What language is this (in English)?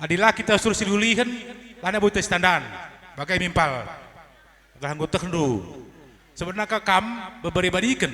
Batak Karo